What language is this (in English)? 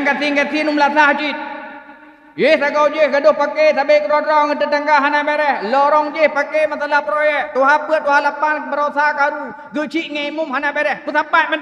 Achinese